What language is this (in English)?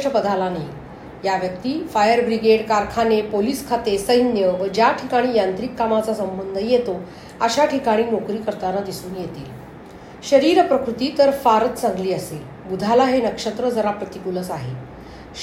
Marathi